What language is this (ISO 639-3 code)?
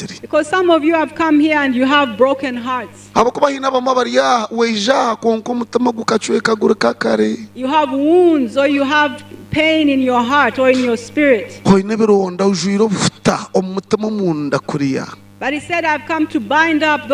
nyn